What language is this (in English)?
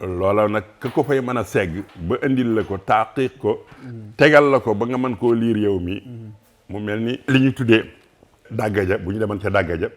Wolof